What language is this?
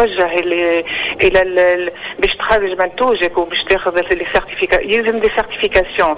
Tunisian Arabic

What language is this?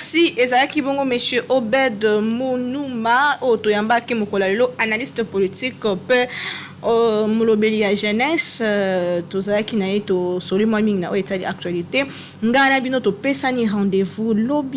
Lingala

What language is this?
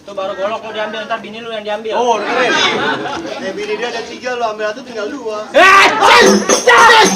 Betawi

